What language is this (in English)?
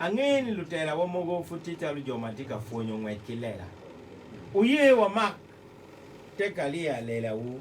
Acoli